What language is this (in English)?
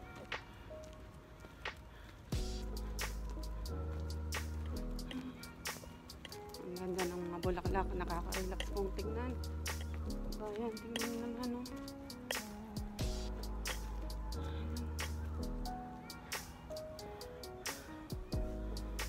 Filipino